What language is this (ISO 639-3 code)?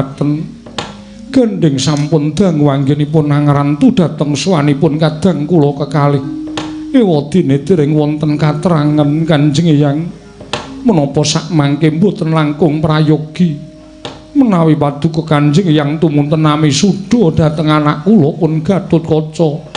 jav